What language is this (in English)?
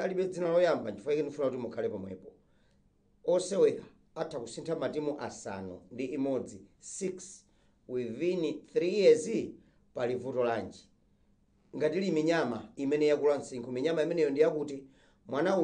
Nyanja